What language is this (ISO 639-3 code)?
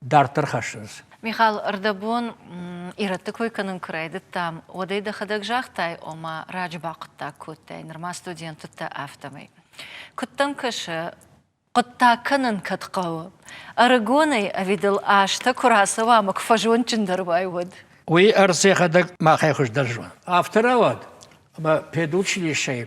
oss